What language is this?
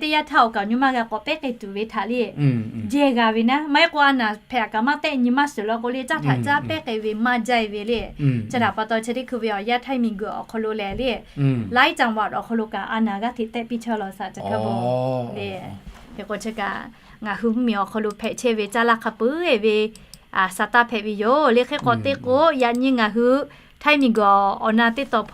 Lahu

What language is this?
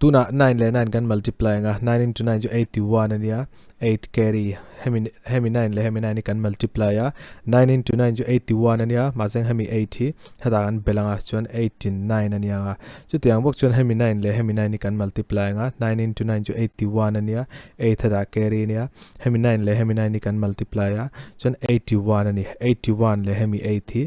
Mizo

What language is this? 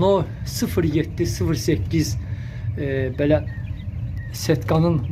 Azerbaijani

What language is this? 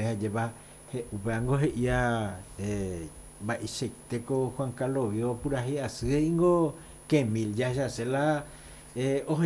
Guarani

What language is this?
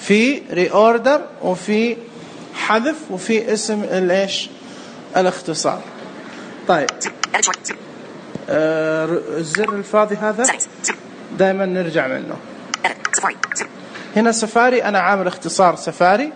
Najdi Arabic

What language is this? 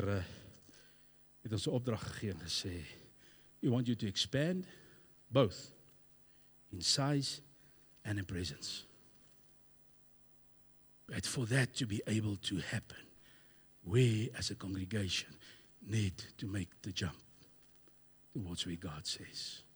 Afrikaans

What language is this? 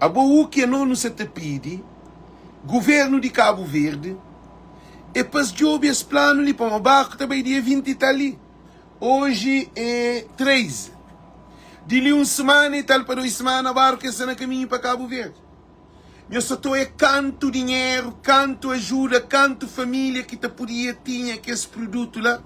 Kabuverdianu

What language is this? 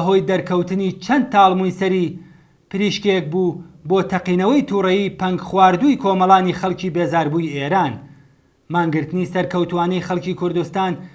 Central Kurdish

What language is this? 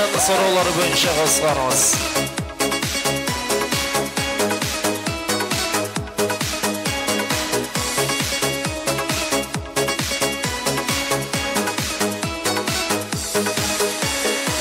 Kara-Kalpak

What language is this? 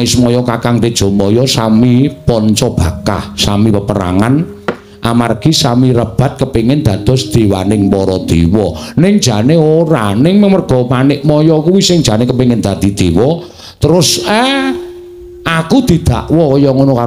Javanese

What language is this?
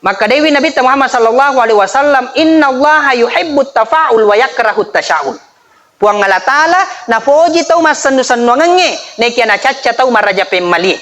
Buginese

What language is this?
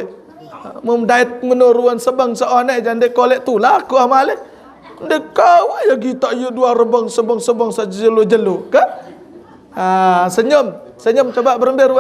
Sasak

